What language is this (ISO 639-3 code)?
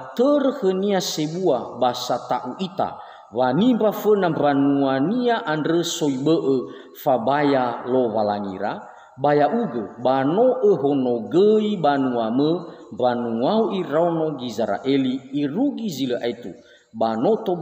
nia